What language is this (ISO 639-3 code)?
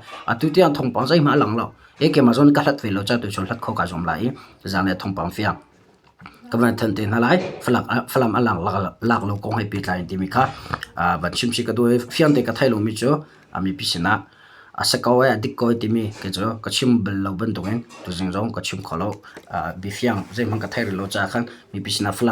cnh